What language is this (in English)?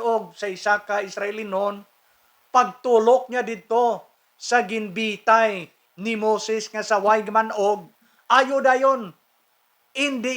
Hiligaynon